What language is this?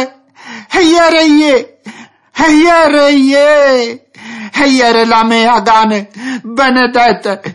Friulian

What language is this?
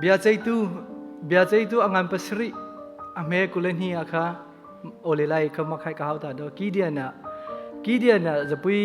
Hakha Chin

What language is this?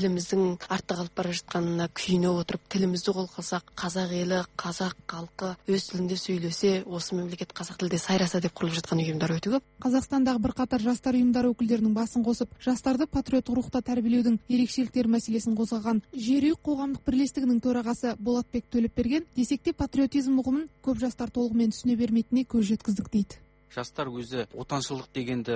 Kazakh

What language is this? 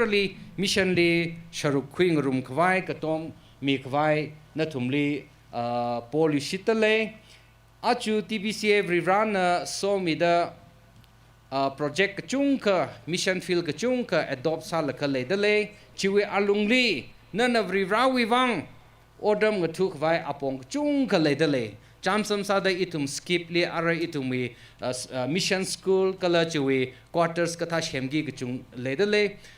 Tangkhul Naga (India)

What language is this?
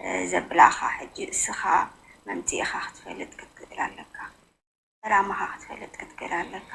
Tigrinya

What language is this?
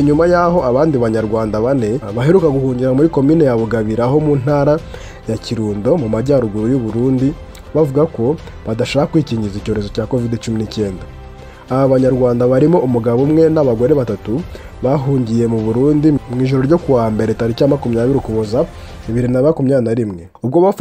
Kinyarwanda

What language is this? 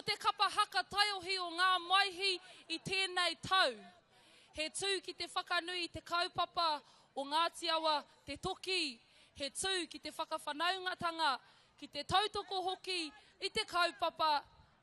Māori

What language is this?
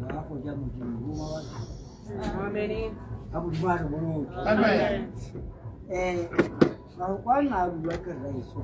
Tswana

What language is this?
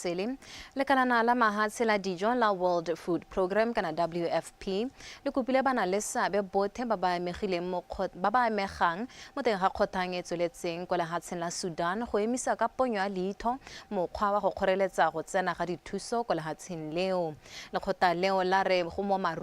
Tswana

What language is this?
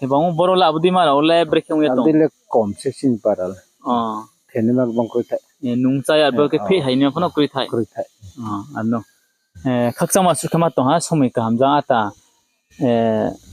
Riang (India)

